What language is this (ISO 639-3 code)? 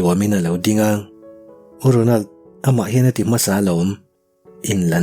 lus